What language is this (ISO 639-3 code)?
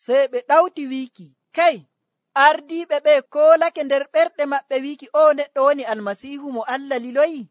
fuv